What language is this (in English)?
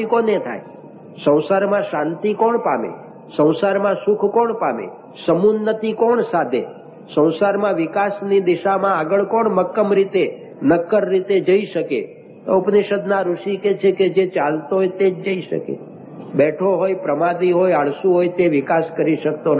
Gujarati